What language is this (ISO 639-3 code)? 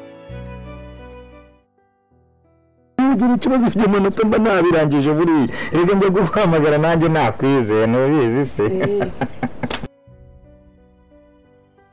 kin